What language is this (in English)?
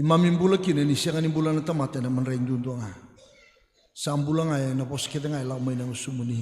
Fijian